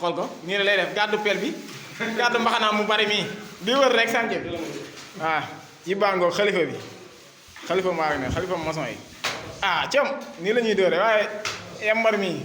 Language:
Wolof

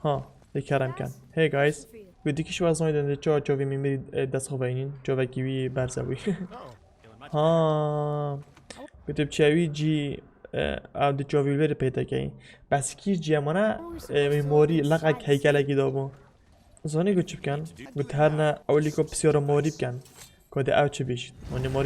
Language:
Kurdish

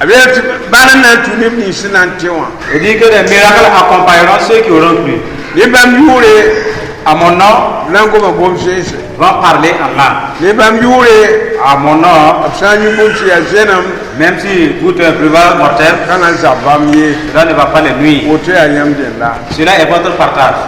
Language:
Mossi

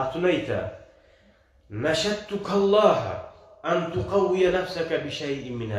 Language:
Kumyk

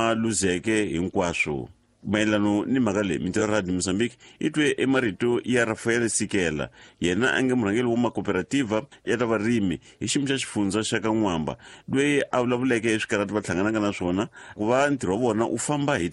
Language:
Tsonga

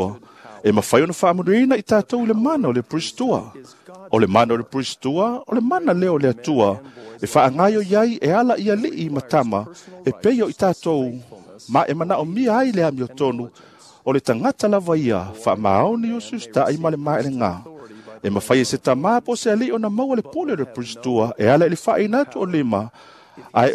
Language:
Samoan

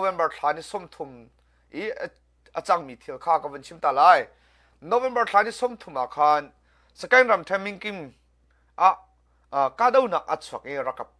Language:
Hakha Chin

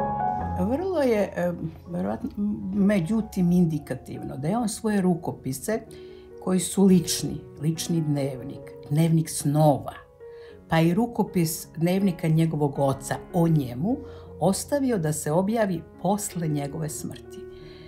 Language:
Serbian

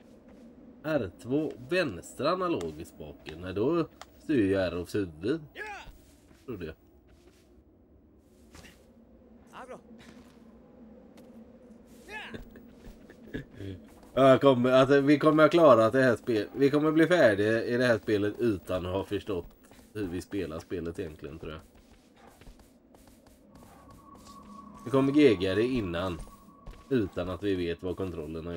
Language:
Swedish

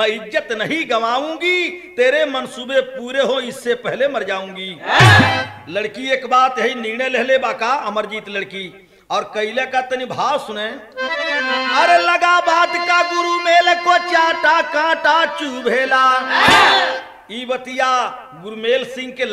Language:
Bhojpuri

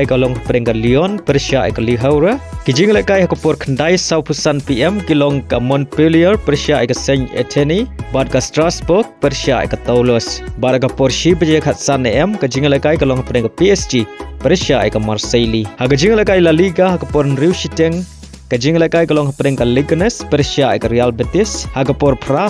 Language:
Khasi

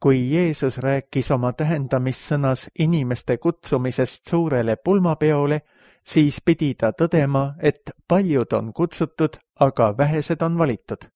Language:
Estonian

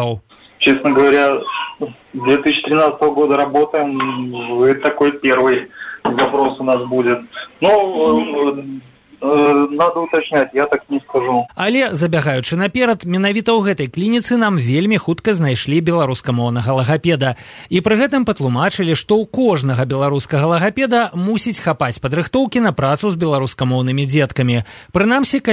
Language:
Belarusian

